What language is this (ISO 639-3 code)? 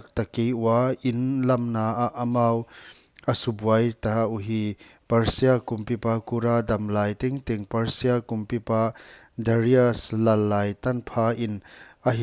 pck